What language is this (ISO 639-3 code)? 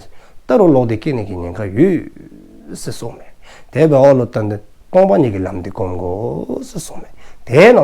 dzo